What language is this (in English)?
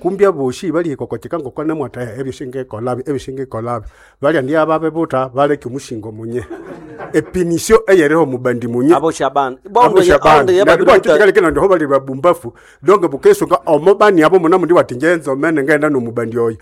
Nande